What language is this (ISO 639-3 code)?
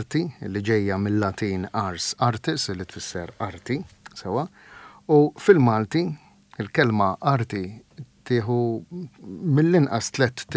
mlt